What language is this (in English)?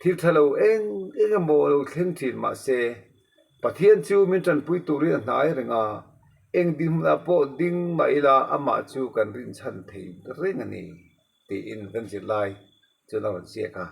Mizo